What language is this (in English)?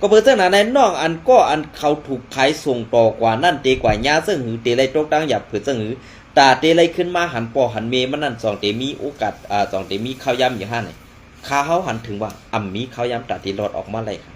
Shan